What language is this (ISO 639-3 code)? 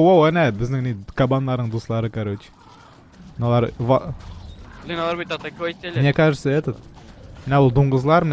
tat